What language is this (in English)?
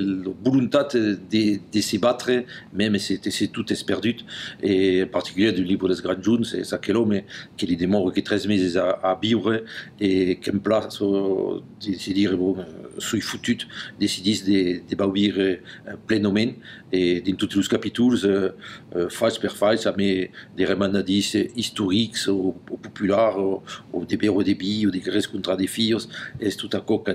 Occitan